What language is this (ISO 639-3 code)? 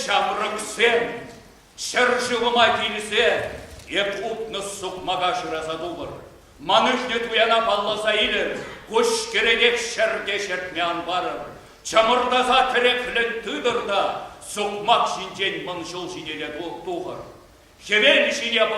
chv